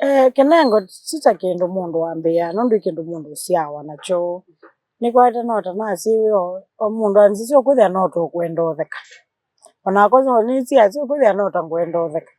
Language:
Kamba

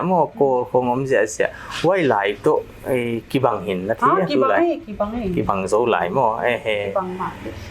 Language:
Paite Chin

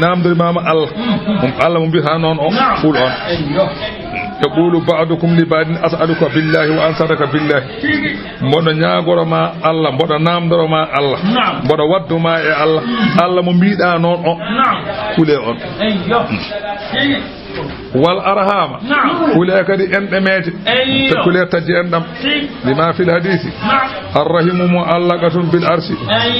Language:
Fula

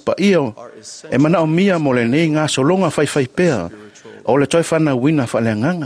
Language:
Samoan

